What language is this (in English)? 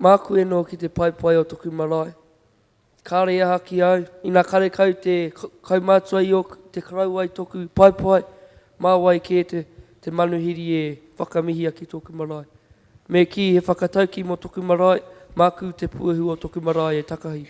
Māori